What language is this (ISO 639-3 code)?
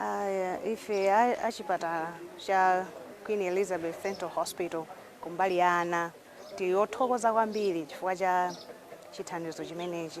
nya